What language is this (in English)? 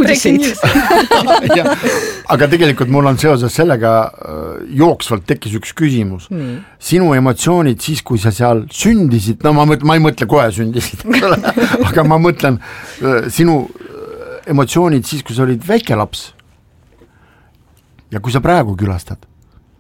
Estonian